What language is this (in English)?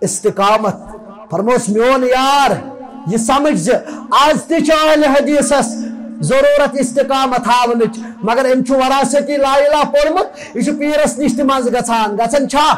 Kashmiri